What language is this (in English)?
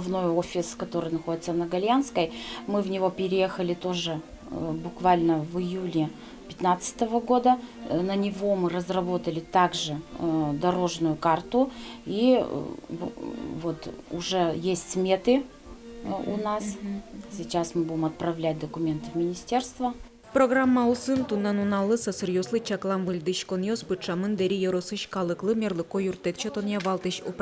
Udmurt